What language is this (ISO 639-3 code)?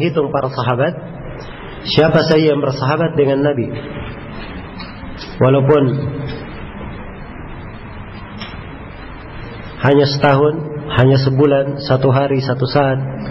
ind